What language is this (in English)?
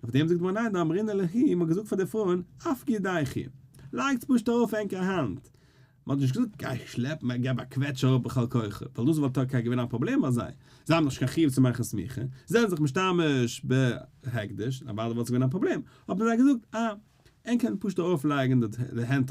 Yiddish